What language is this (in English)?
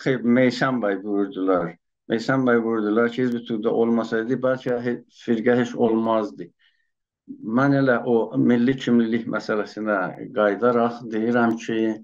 South Azerbaijani